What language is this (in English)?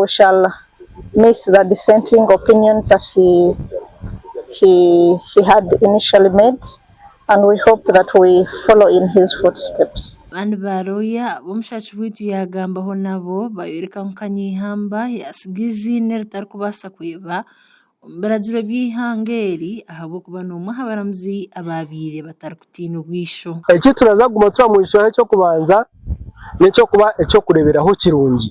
Nyankole